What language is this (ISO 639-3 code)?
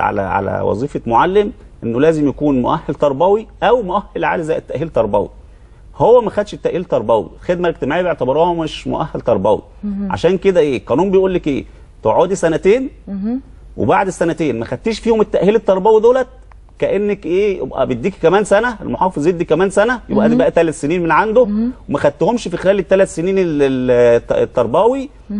arz